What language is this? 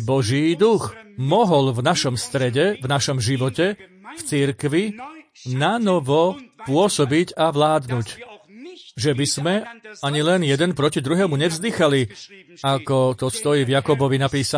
Slovak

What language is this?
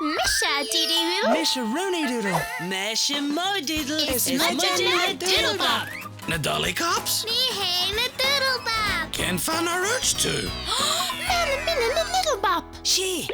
Irish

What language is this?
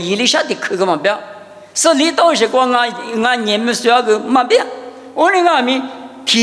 Lisu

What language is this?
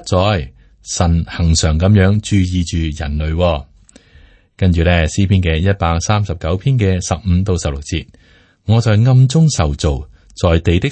Cantonese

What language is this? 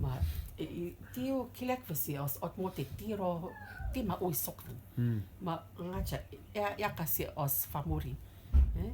Rotuman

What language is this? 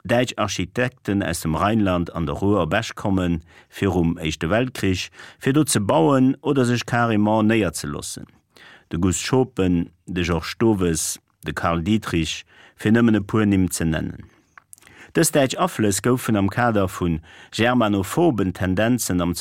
Luxembourgish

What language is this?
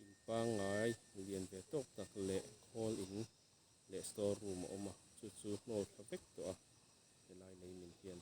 Mizo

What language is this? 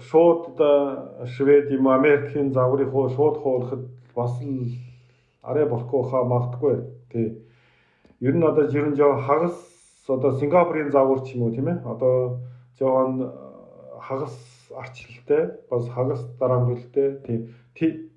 Mongolian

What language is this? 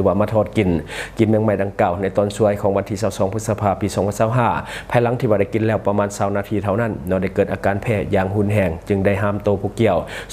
Lao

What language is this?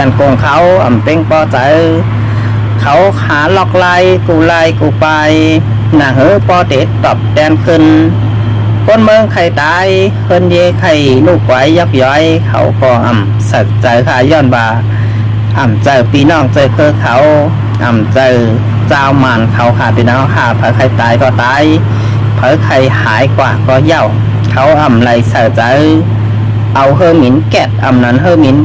Shan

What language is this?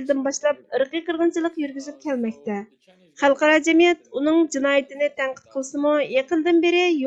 Uyghur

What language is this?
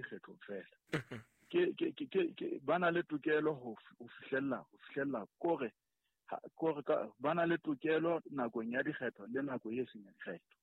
Southern Sotho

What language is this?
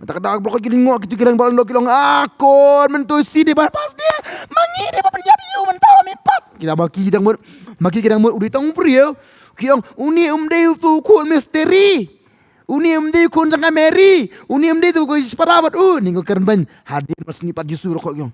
Khasi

